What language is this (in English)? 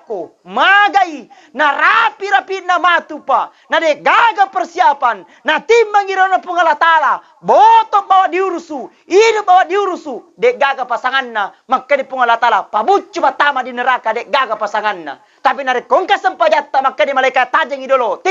Buginese